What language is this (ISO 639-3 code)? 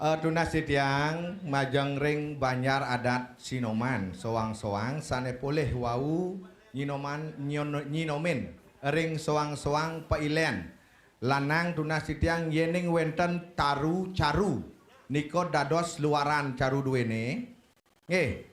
ban